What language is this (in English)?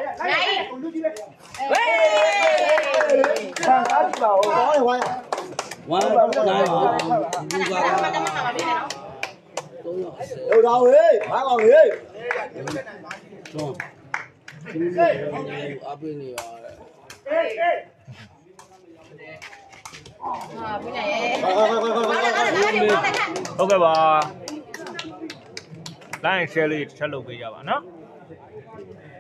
Burmese